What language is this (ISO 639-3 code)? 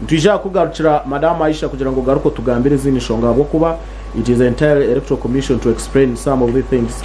nyn